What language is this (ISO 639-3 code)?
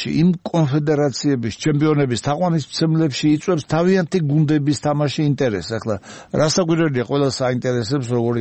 kat